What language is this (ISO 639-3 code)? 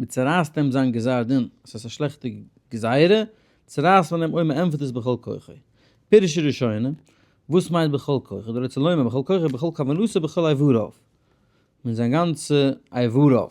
yid